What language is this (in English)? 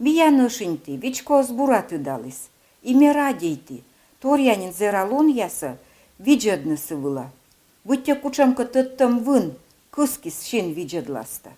Komi